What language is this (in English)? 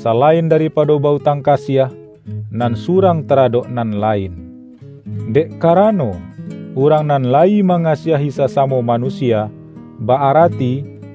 Minangkabau